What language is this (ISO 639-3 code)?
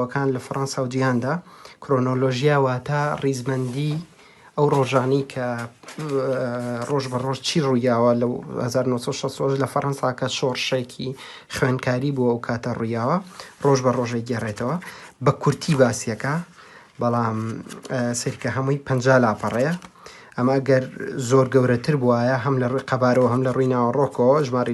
ckb